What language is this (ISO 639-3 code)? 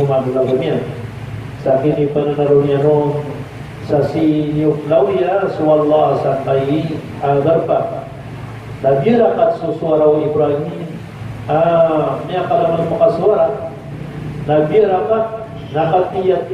mrw